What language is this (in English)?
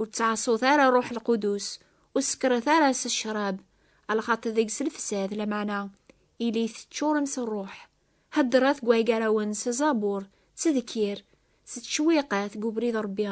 Kabyle